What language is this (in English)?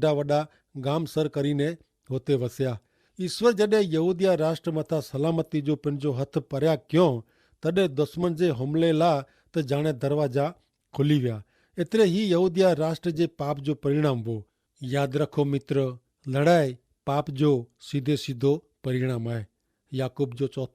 Kachhi